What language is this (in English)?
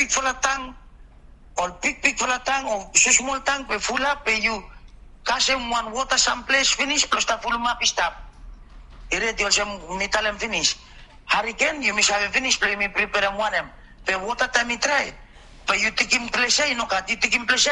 Bislama